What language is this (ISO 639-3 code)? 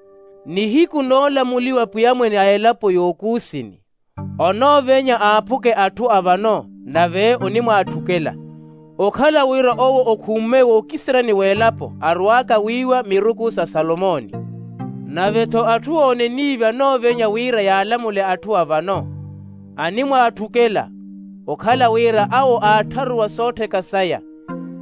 vmw